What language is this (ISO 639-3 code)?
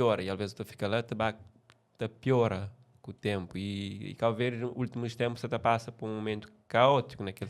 kea